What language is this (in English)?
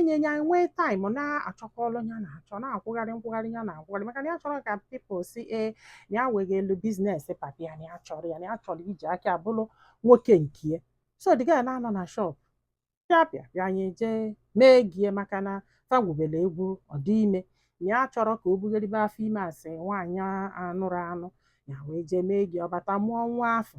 Igbo